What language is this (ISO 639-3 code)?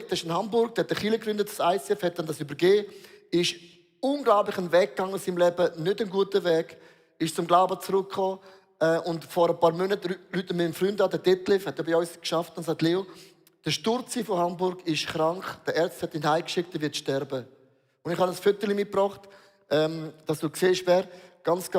gsw